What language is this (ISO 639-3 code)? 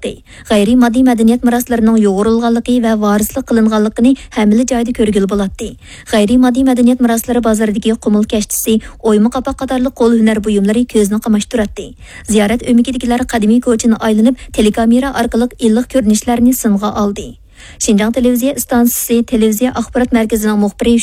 uig